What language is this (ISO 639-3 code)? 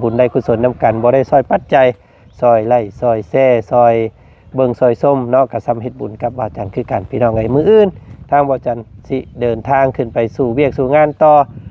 lao